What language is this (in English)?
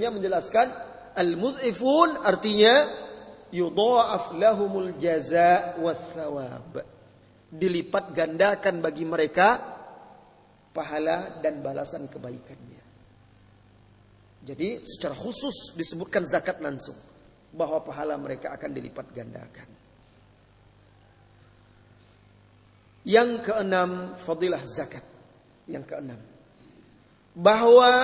Indonesian